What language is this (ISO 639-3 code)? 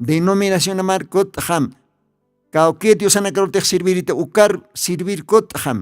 aym